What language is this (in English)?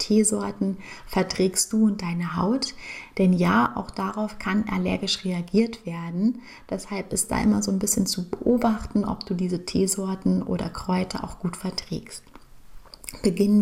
German